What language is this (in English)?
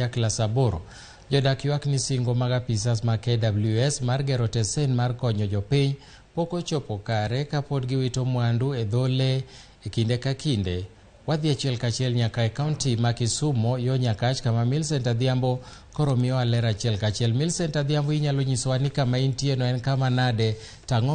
Luo (Kenya and Tanzania)